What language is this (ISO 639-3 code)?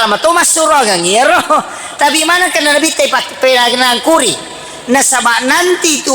bug